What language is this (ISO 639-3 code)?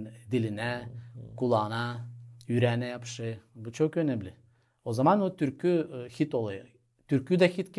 gag